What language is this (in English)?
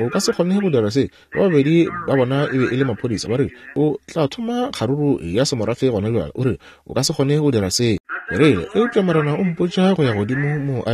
Northern Sotho